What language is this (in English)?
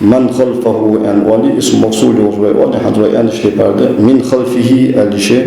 Ingush